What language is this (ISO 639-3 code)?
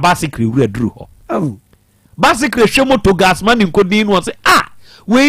aka